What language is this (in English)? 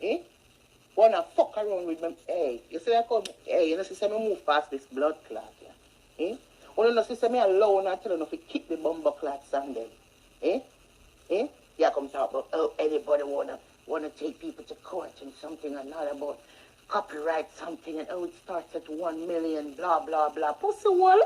Jamaican Creole English